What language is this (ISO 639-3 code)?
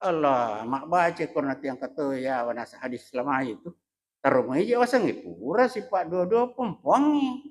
bug